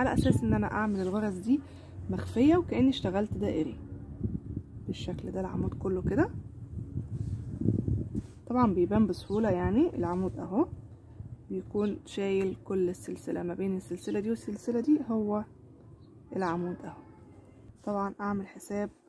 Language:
Egyptian Arabic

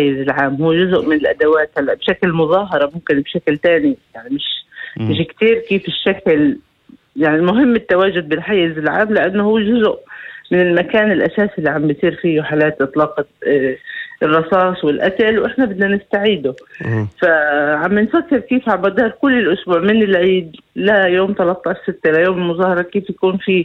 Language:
North Levantine Arabic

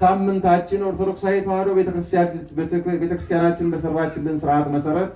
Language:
Amharic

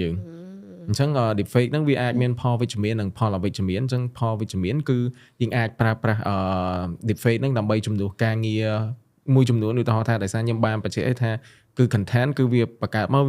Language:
Khmer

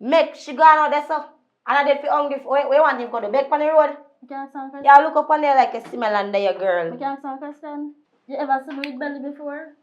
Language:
Jamaican Creole English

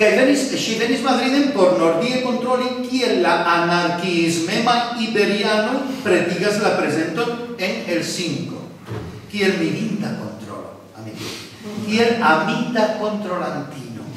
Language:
Esperanto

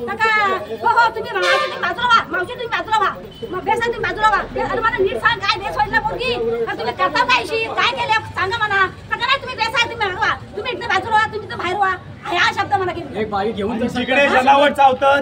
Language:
Marathi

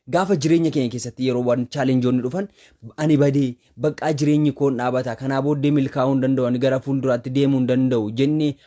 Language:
Oromo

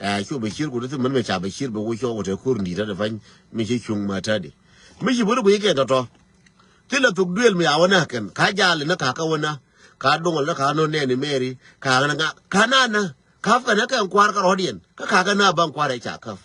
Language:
Nuer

